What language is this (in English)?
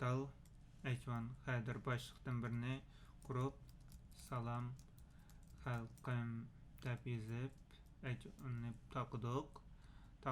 Uyghur